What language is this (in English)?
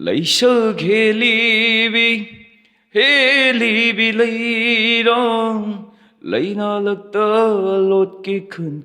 Manipuri